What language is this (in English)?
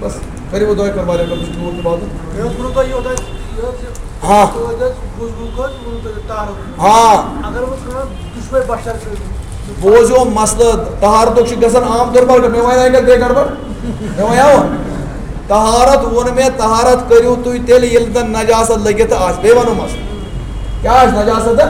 Kashmiri